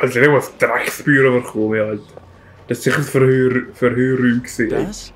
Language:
Swiss German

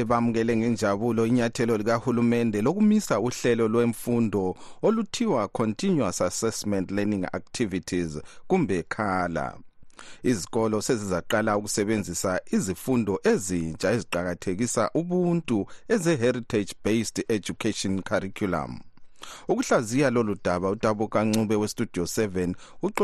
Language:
North Ndebele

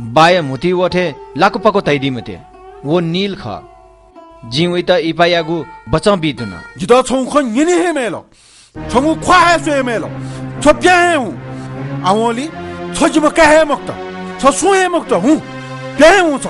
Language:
Newari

